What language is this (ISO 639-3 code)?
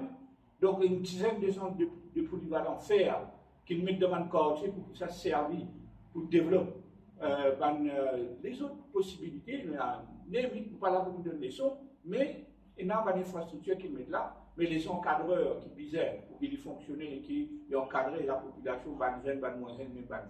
mfe